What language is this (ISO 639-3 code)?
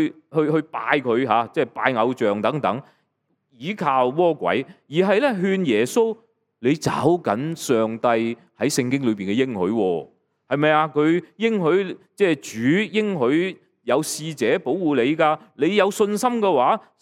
yue